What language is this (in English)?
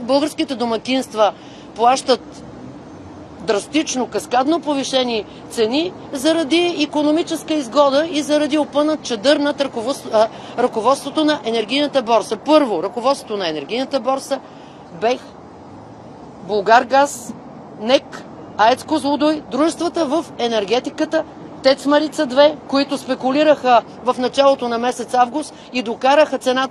Bulgarian